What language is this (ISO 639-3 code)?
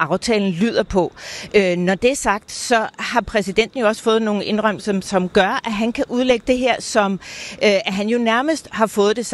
dan